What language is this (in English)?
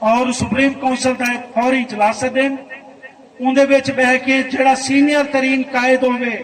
Saraiki